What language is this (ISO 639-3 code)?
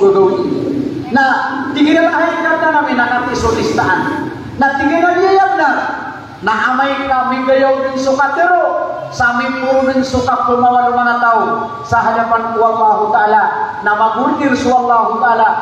mrw